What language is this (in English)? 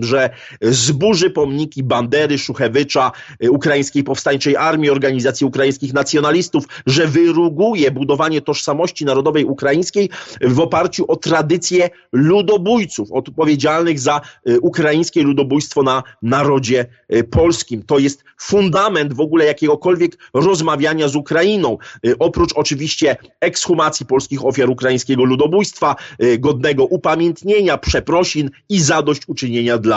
Polish